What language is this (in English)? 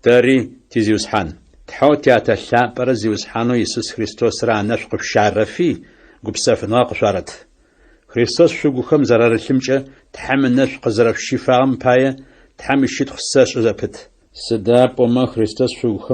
Adyghe